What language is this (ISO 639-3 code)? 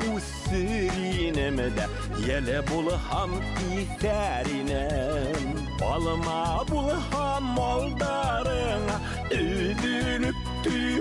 bak